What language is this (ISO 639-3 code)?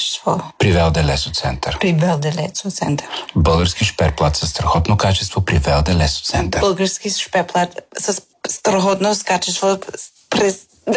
bul